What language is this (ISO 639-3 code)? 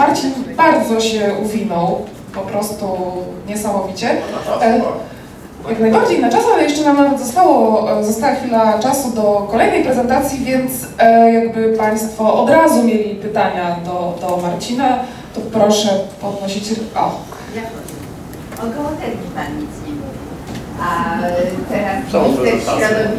pol